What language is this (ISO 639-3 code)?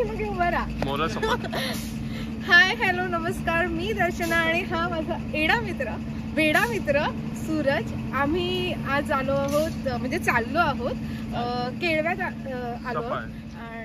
mar